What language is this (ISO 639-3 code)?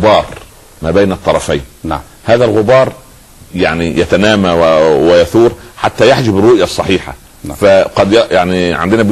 ara